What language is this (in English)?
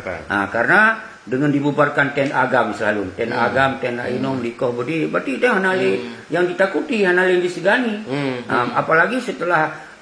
Achinese